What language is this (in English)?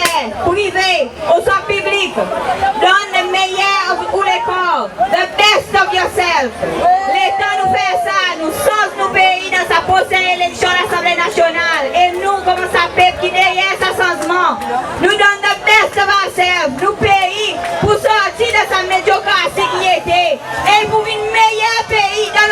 Seselwa Creole French